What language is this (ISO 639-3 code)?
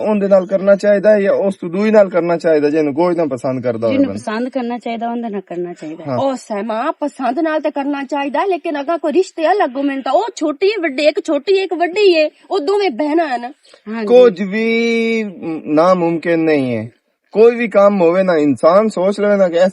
lah